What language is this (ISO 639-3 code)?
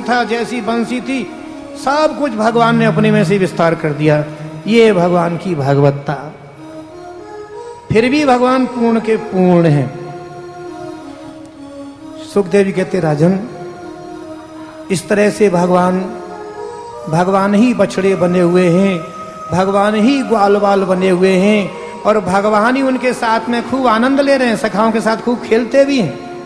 hin